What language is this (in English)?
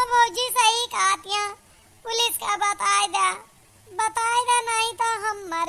Awadhi